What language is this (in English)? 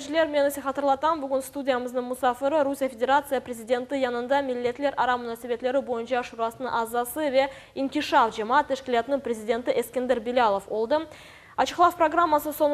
Crimean Tatar